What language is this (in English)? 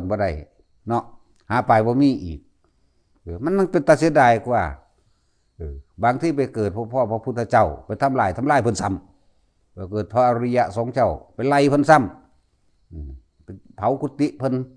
Northeastern Thai